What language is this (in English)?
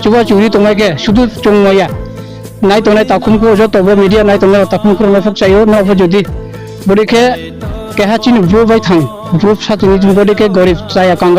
Riang (India)